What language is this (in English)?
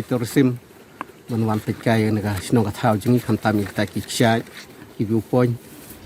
Khasi